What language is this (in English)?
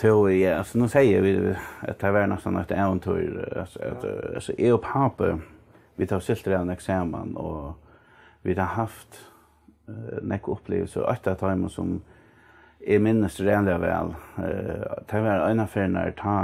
Faroese